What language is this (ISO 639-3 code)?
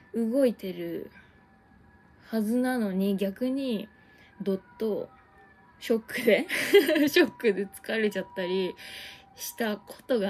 jpn